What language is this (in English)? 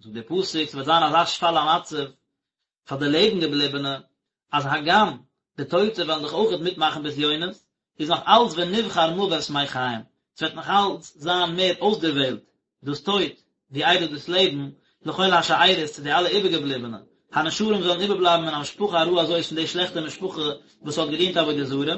Yiddish